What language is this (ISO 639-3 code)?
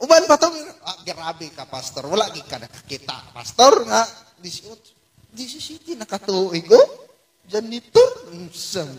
ceb